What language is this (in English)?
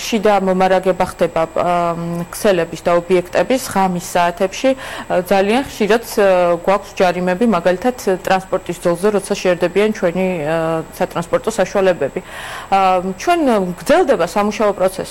Georgian